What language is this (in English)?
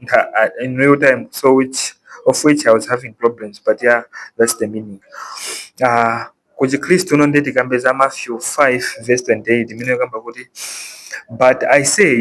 Nyanja